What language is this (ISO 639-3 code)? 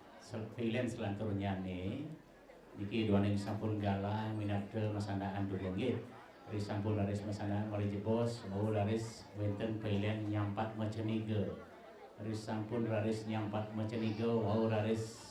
ban